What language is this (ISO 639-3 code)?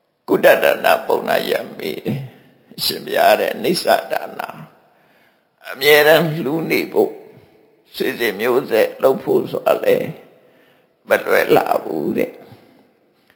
mya